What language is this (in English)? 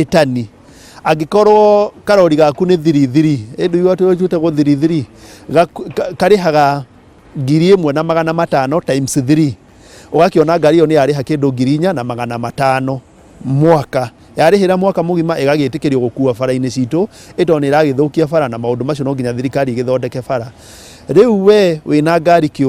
Kikuyu